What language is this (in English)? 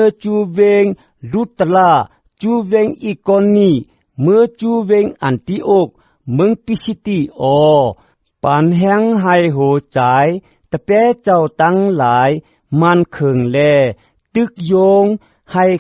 Shan